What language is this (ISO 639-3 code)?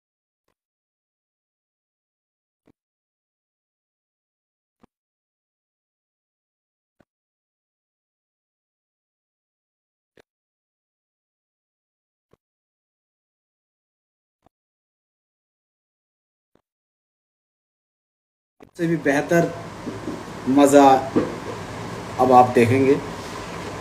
hin